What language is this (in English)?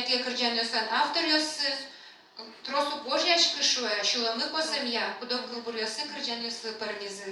Udmurt